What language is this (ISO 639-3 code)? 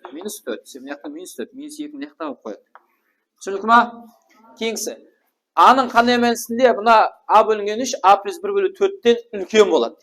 kaa